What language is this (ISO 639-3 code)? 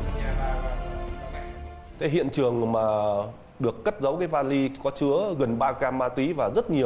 vie